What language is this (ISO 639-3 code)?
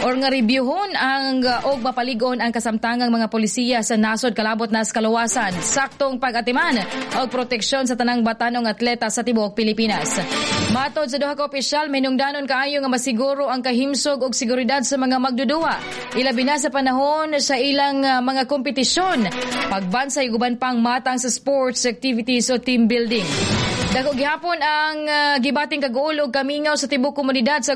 ceb